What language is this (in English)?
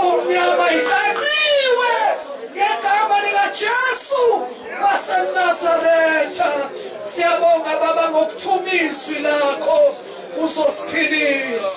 Zulu